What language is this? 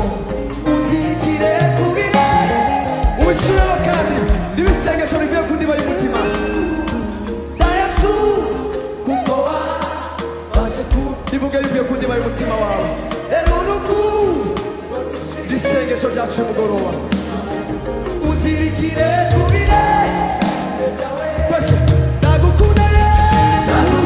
Kinyarwanda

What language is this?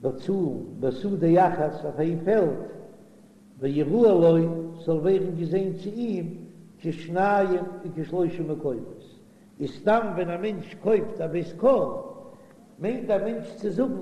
Yiddish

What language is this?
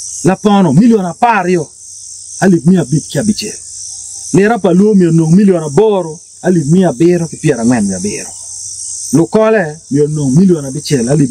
Acoli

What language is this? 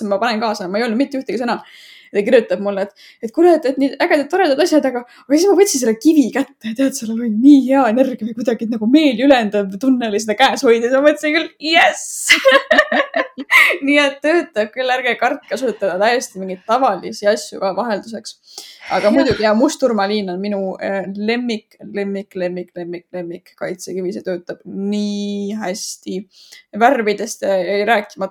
Estonian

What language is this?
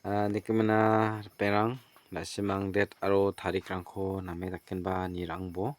Garo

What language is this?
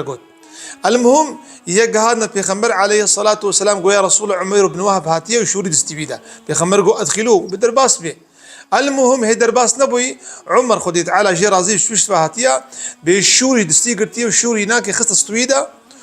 Kurdish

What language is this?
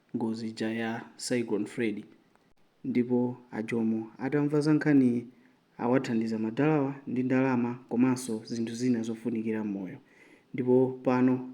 Nyanja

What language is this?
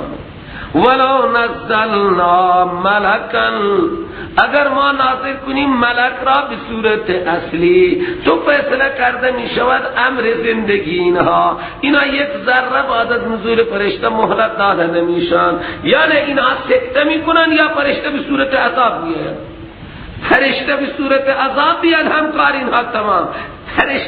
Persian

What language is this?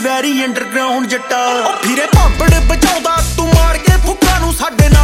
Punjabi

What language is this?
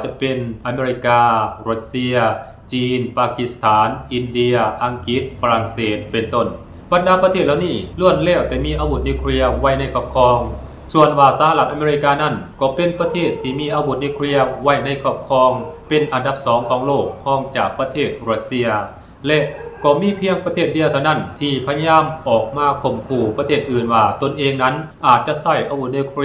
Lao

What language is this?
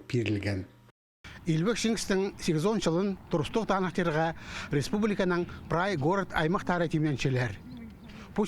Khakas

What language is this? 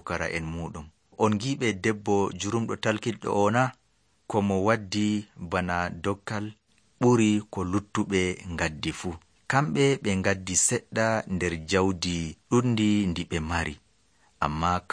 Nigerian Fulfulde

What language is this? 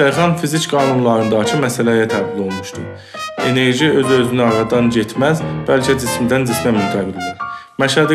South Azerbaijani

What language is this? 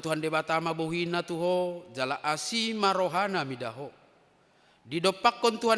Batak Toba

